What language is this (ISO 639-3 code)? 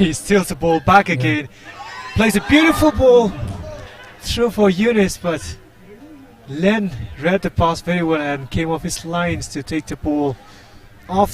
nmf